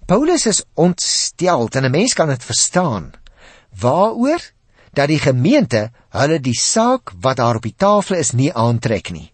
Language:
Afrikaans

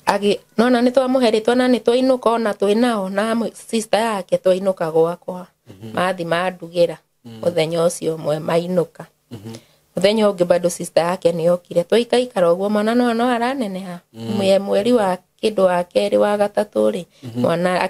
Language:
Kikuyu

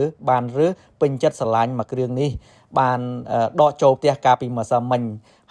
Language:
Khmer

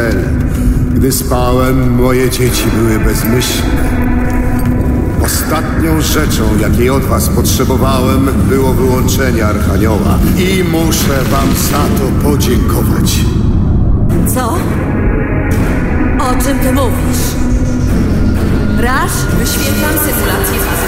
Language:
Polish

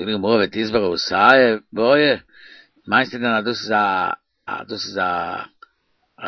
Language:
Yiddish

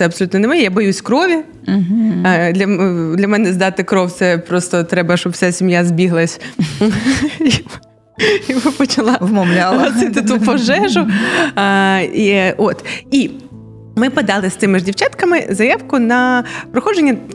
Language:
Ukrainian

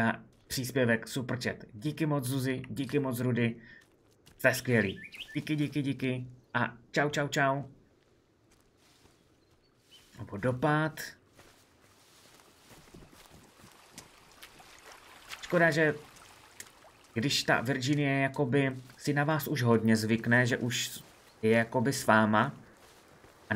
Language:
Czech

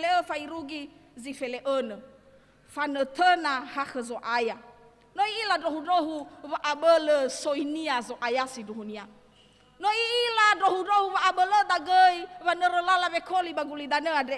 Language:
Nias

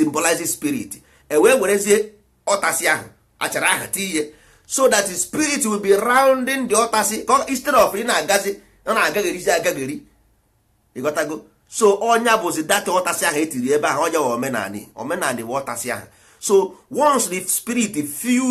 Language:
Igbo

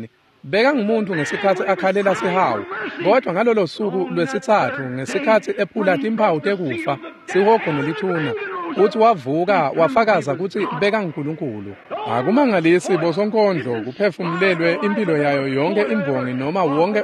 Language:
Swati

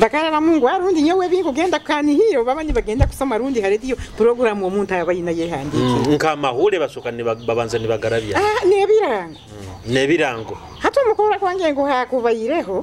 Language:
Nyoro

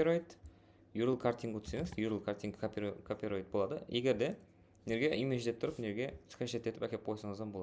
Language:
Kara-Kalpak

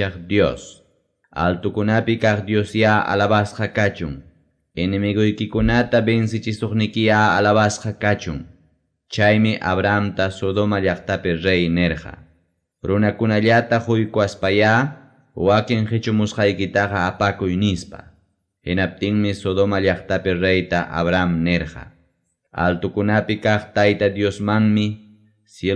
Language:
Ayacucho Quechua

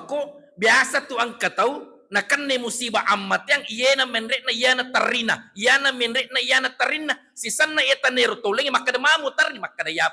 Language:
Buginese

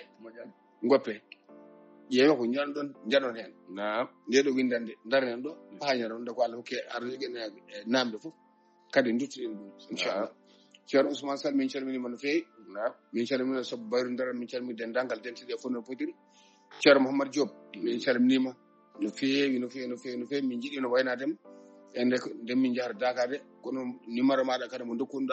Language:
Fula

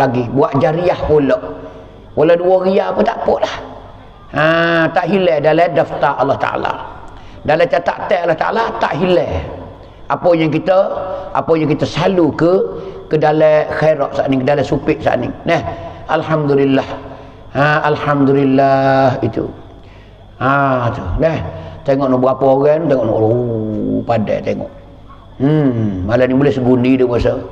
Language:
Pattani Malay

